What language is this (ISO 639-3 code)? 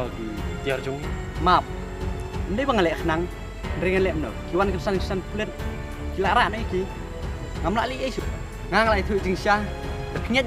kha